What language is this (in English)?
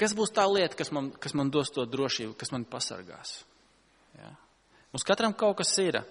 Latvian